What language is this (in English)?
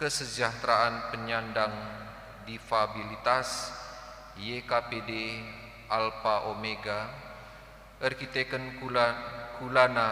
Batak Karo